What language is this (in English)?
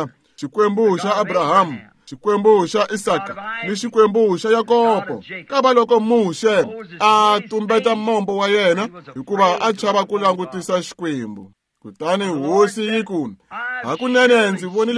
Tsonga